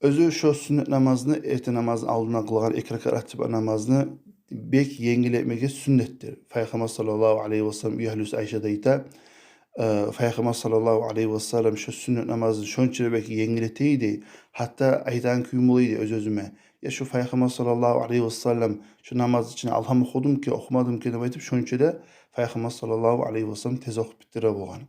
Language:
Kumyk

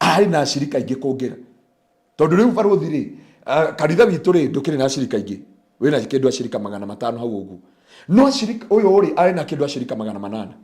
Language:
Kikuyu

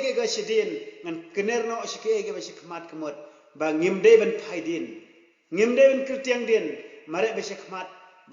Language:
Khasi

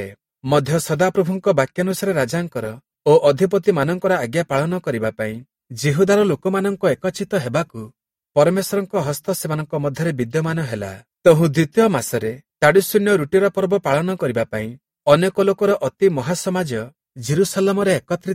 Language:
Odia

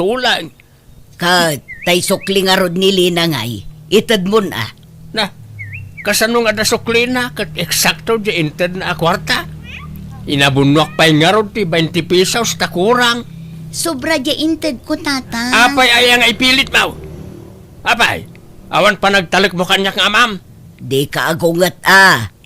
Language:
Iloko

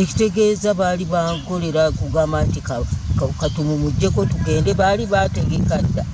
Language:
Ganda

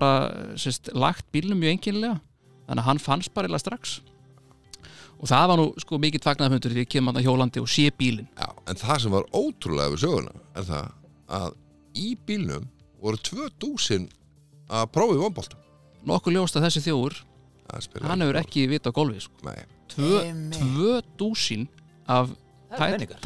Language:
Icelandic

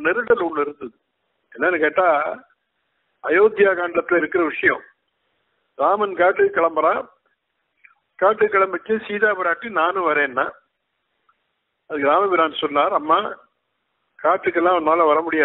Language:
Tamil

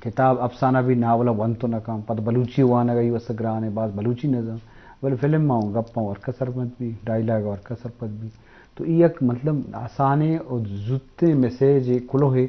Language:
Eastern Balochi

